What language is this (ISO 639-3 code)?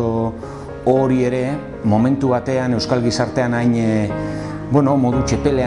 eus